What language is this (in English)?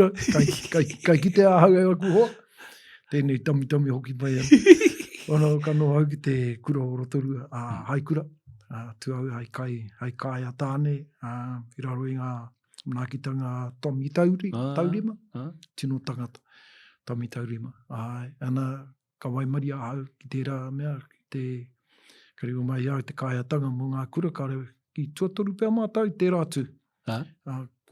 Māori